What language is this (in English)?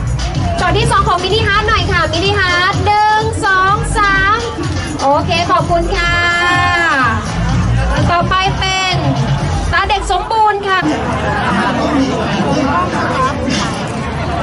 Thai